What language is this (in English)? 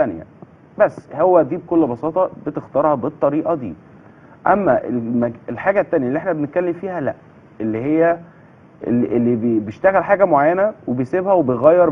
Egyptian Arabic